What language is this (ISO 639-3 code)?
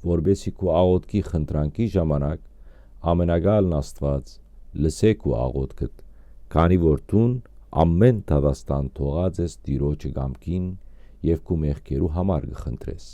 hyw